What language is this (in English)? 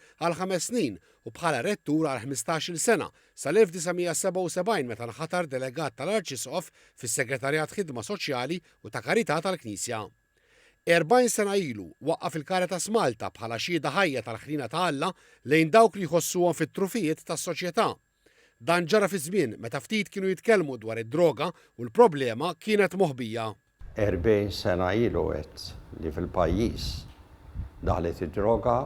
Maltese